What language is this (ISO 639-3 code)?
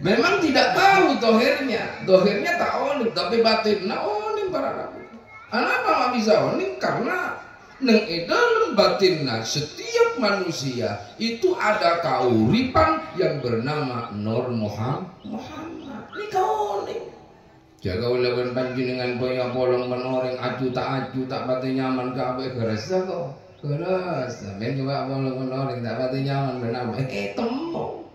mad